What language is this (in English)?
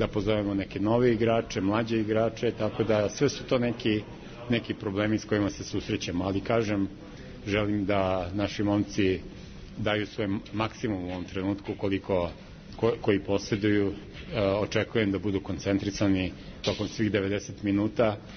Serbian